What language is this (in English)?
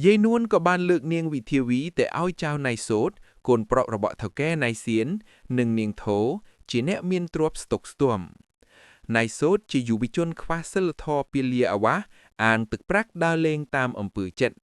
Khmer